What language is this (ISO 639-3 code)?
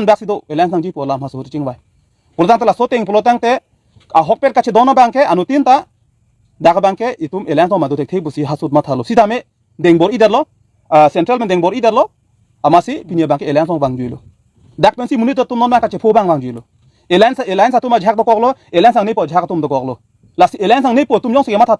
mjw